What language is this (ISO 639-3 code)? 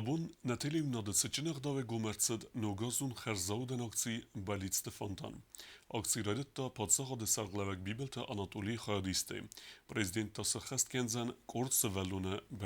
oss